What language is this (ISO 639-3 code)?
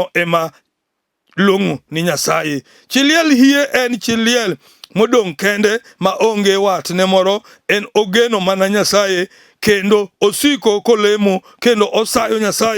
luo